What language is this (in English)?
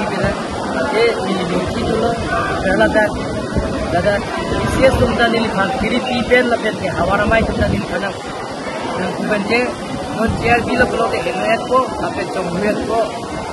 Karbi